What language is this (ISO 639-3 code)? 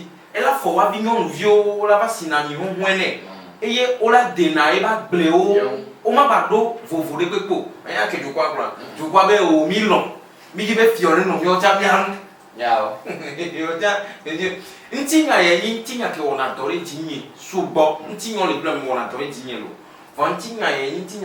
ewe